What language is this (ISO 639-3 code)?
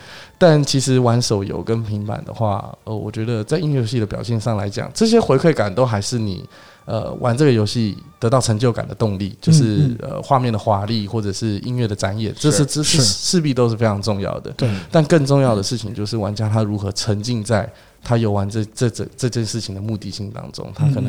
zho